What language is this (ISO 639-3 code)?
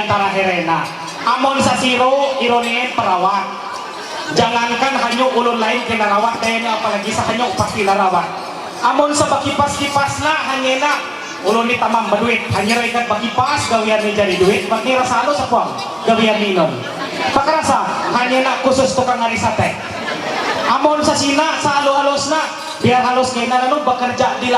mhy